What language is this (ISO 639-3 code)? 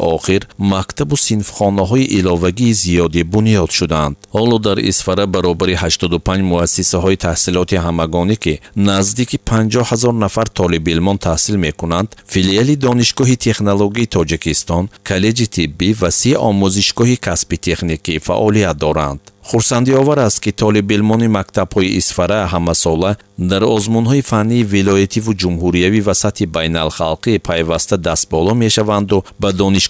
tgk